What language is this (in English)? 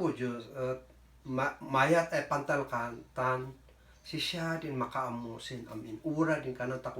Kankanaey